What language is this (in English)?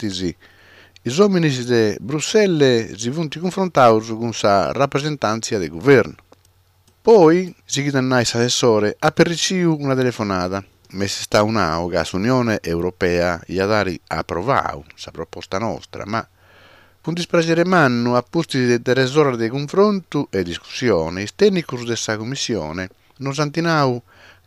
Sardinian